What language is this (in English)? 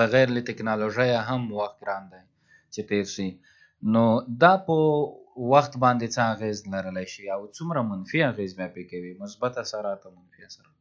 Pashto